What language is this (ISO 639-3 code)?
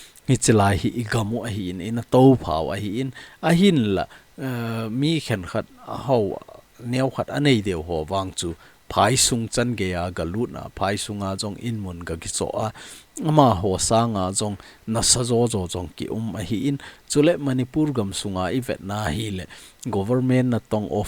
tcz